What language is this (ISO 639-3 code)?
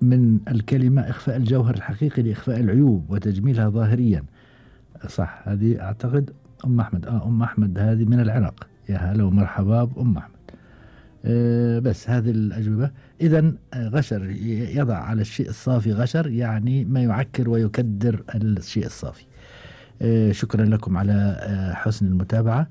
afb